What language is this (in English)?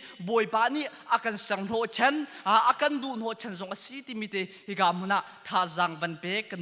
Hakha Chin